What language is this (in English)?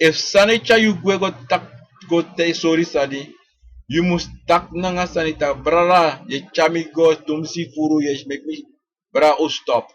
Sranan Tongo